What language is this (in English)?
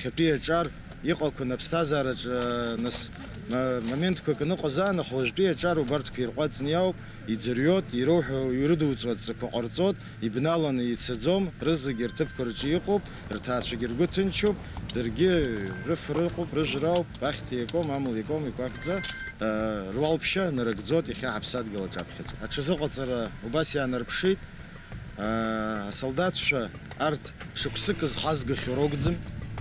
Abkhazian